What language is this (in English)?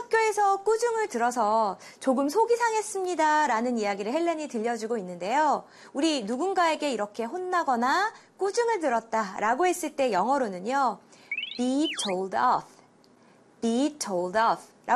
Korean